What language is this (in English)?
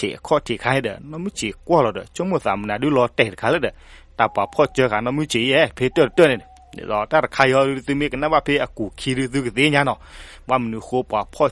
S'gaw Karen